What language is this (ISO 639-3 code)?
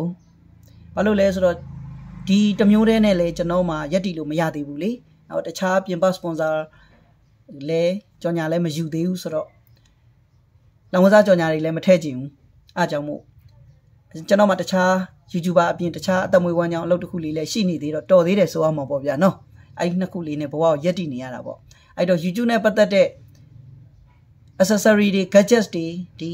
mya